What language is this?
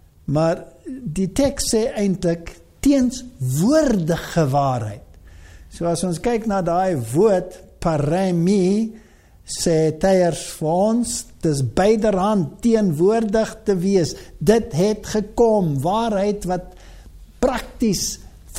Afrikaans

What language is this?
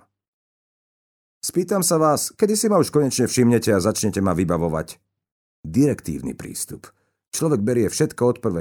Slovak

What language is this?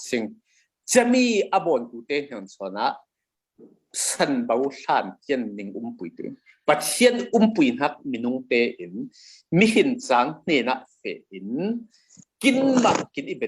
Falam Chin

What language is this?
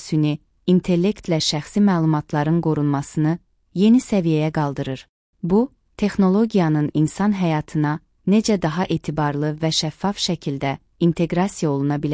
Azerbaijani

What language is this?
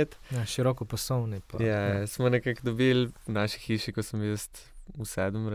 Slovenian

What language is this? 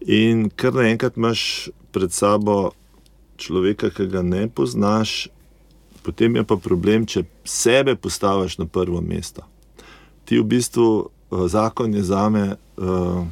Slovenian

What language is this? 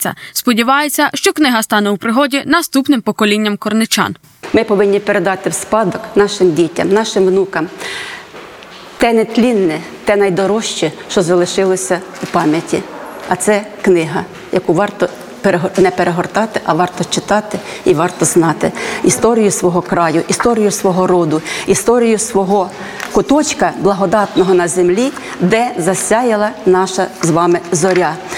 Ukrainian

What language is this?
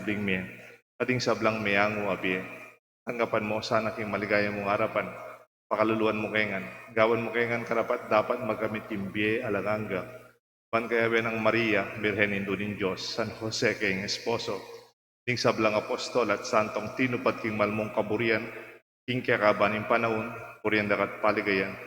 Pampanga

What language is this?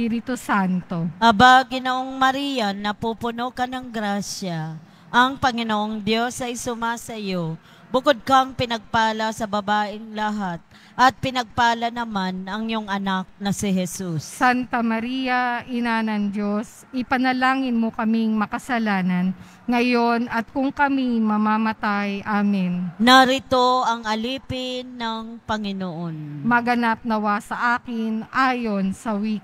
Filipino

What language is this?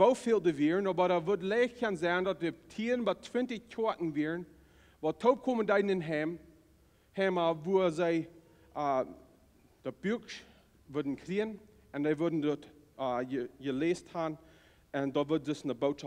Plautdietsch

